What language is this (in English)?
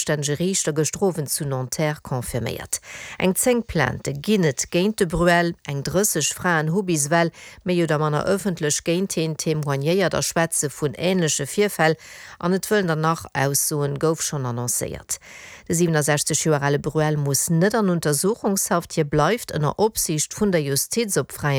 Luxembourgish